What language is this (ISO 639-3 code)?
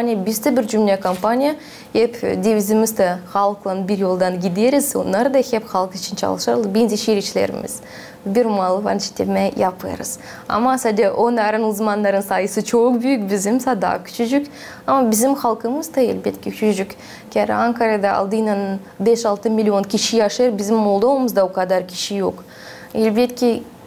gag